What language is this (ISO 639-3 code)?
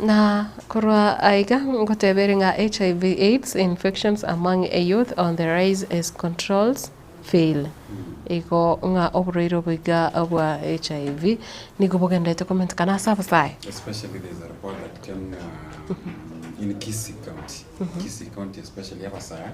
guz